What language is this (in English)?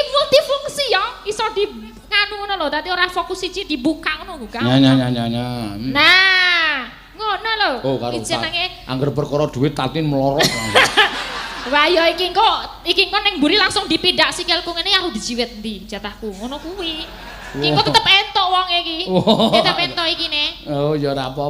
Javanese